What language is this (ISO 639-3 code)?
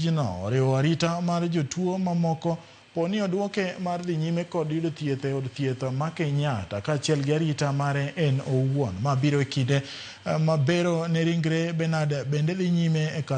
luo